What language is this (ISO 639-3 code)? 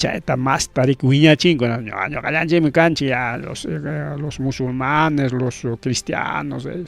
quy